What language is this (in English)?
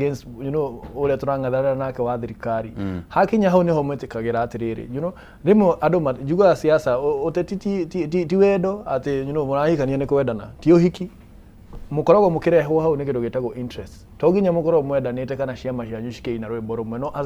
Kikuyu